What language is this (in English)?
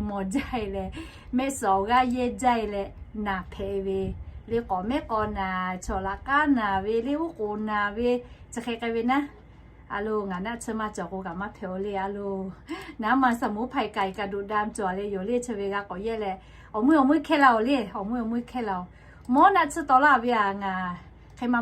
Lahu